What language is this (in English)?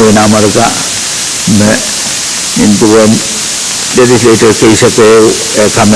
Pohnpeian